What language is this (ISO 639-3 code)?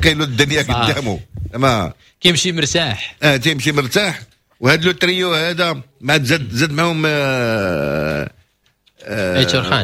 ary